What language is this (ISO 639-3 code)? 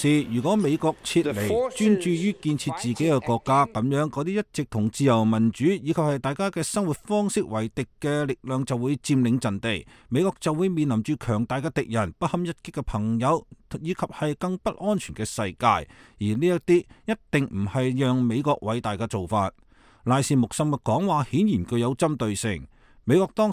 yue